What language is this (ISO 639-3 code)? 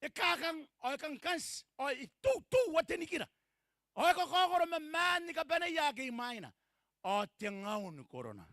gil